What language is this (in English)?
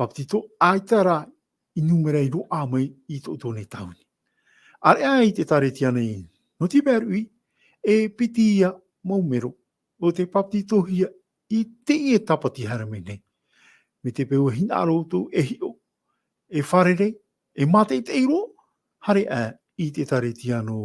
Tahitian